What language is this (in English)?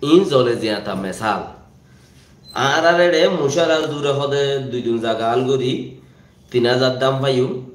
Rohingya